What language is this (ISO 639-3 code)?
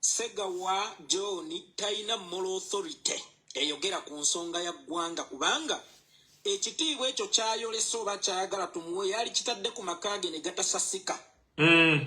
lug